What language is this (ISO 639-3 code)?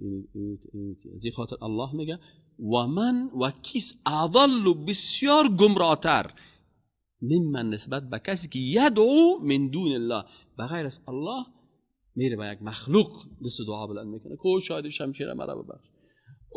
fas